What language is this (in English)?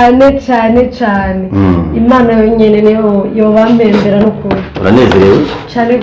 Rundi